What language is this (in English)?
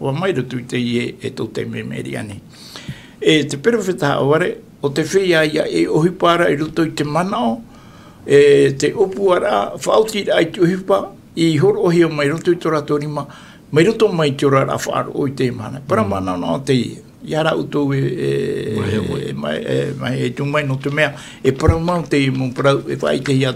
Tahitian